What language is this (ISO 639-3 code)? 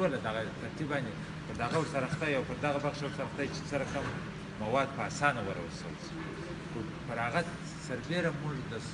pus